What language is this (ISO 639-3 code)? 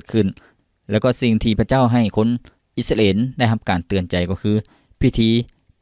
lao